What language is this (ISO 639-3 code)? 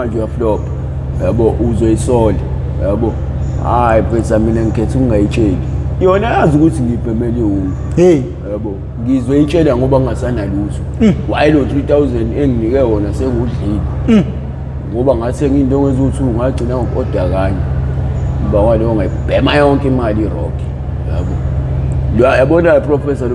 zul